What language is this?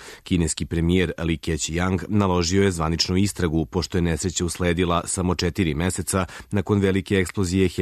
Serbian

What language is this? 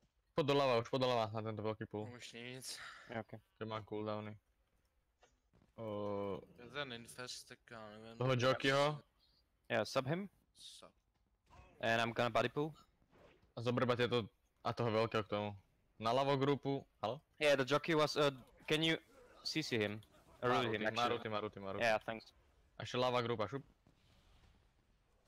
Slovak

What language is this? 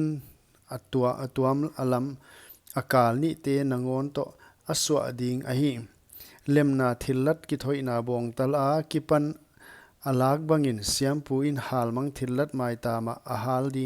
Paite Chin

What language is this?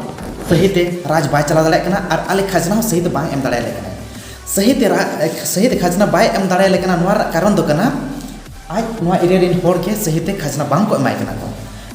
Santali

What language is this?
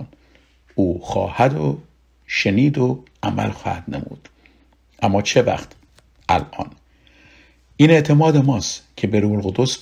Persian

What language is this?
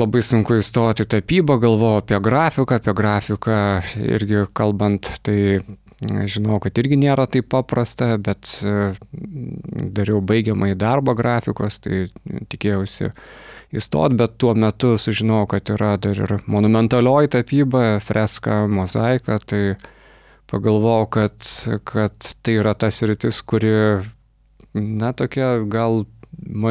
Lithuanian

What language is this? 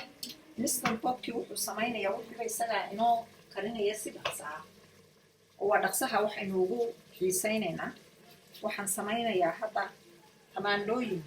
Somali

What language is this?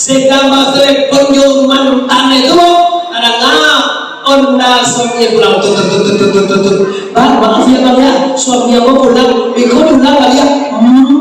Minangkabau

